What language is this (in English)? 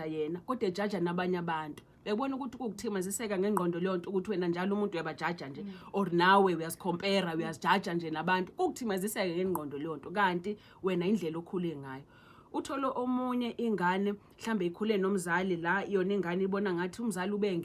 Zulu